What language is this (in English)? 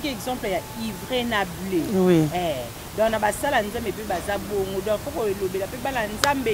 Lingala